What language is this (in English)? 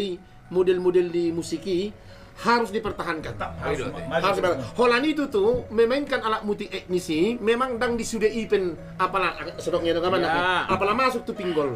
Batak Toba